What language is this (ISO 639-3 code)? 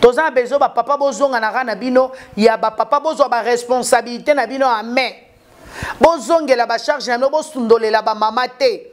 lin